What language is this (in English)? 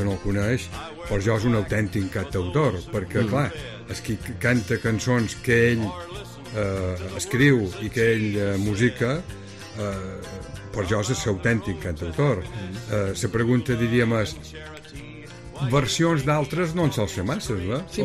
Catalan